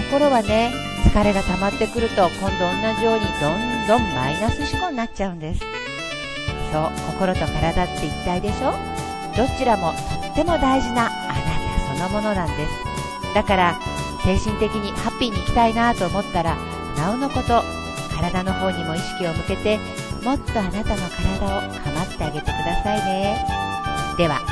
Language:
Japanese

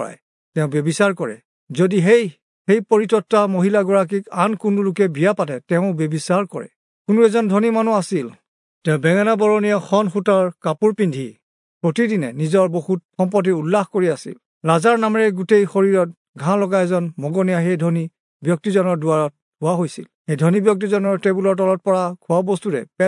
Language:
Assamese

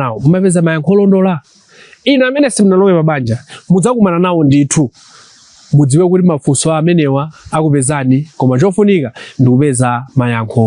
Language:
Nyanja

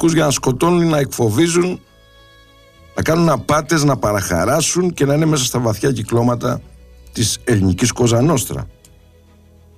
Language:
Greek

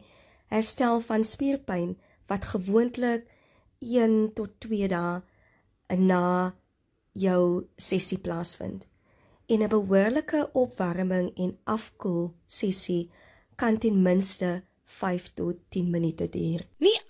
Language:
Afrikaans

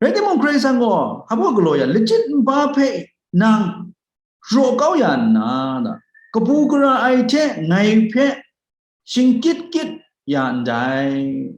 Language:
Kachin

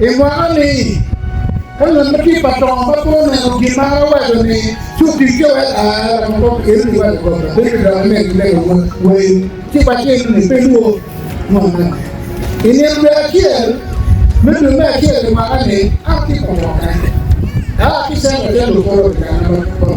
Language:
Acoli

